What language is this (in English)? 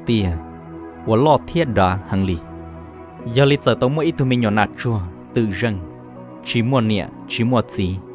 Hmong